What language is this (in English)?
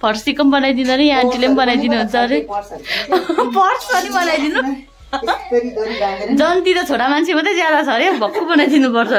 Nepali